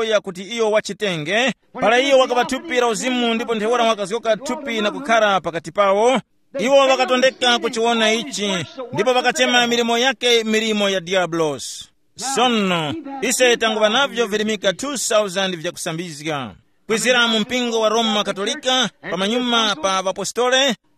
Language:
Tumbuka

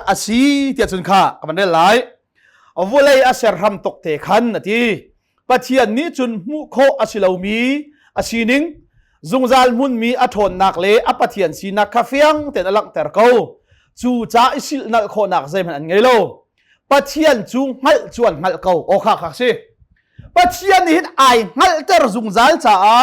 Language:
Hakha Chin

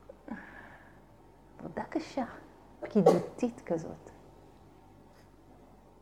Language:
Hebrew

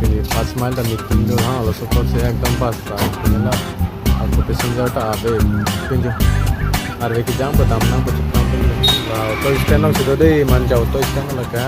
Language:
Karbi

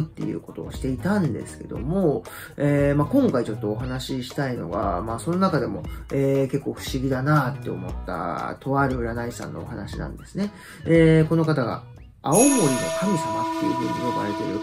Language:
Japanese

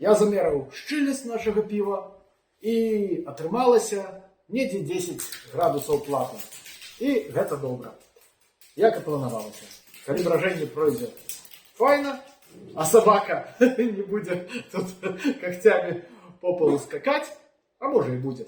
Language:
Belarusian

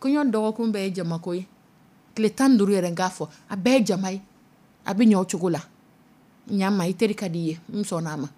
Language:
Dyula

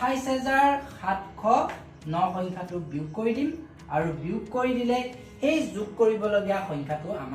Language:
Assamese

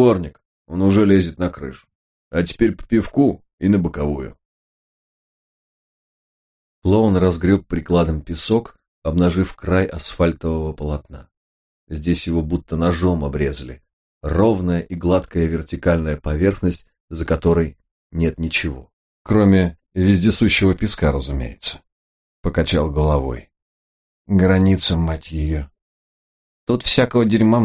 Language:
Russian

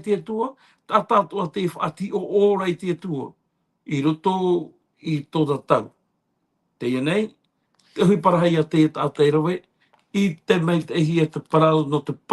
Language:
Tahitian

